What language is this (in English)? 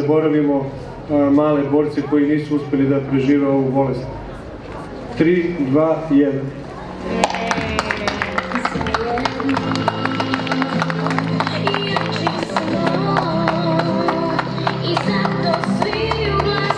Serbian